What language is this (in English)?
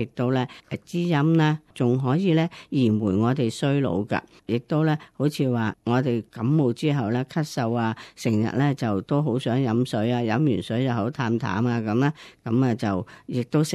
Cantonese